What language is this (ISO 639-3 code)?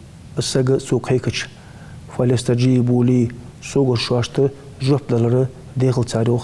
inh